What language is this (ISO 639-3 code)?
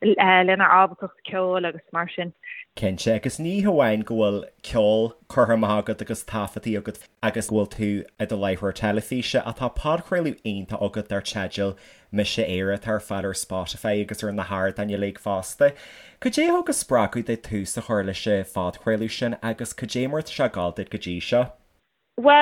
gle